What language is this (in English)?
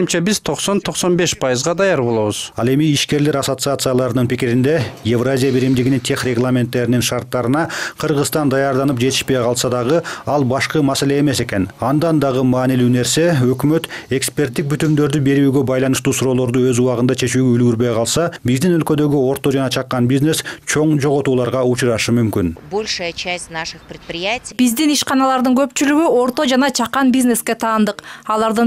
Kyrgyz